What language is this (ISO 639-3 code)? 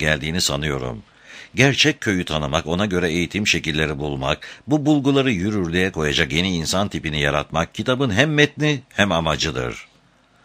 tur